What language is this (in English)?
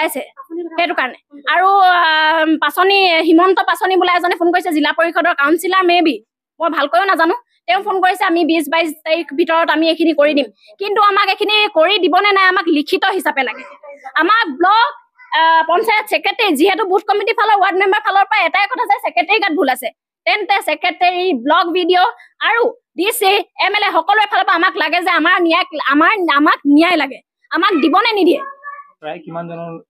Assamese